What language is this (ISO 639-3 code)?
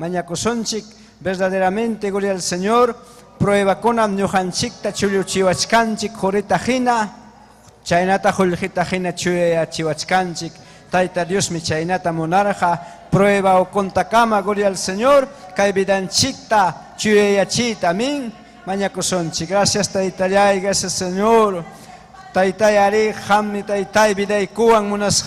quy